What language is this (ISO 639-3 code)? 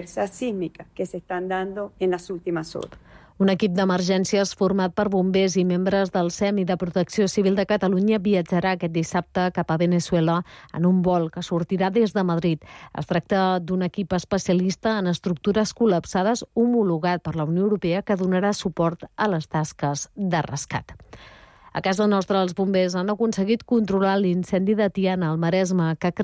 cat